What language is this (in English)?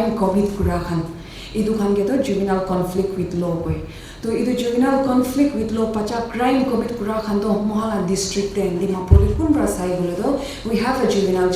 Naga Pidgin